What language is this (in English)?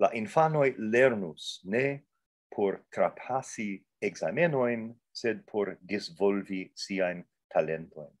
Esperanto